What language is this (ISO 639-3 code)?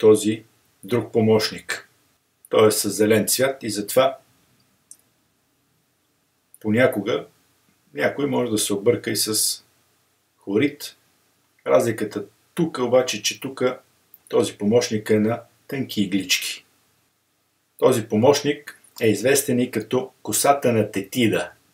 bul